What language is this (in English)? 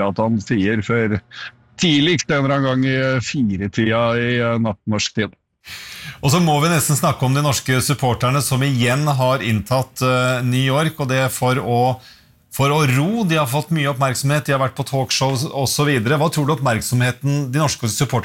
Norwegian